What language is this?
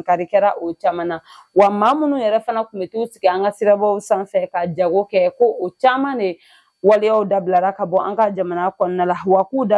Bambara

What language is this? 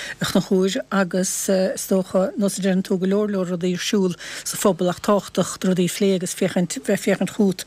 Irish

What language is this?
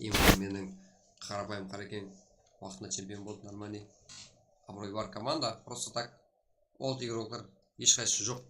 Kara-Kalpak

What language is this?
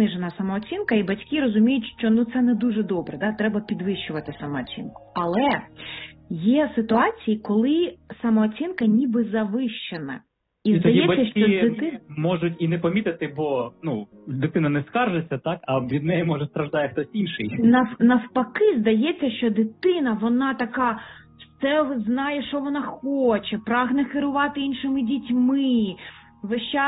Ukrainian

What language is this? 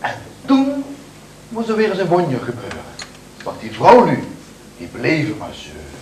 Limburgish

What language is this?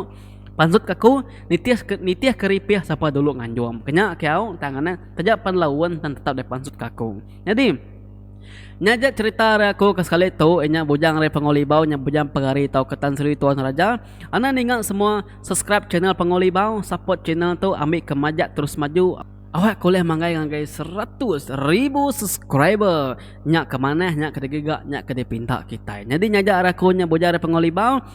Iban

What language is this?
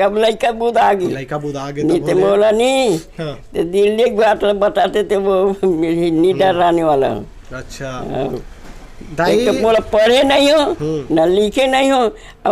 Chhattisgarhi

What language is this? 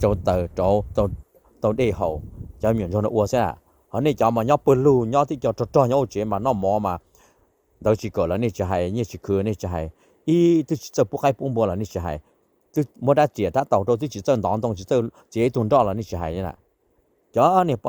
Hmong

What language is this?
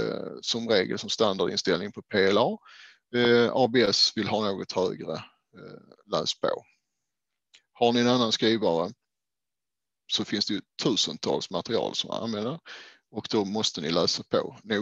Swedish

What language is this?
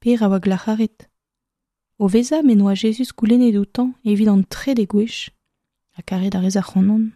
Breton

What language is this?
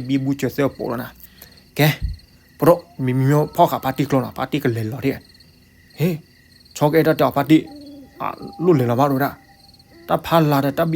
S'gaw Karen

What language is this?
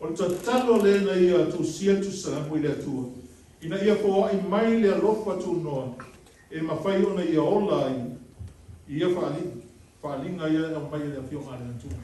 Samoan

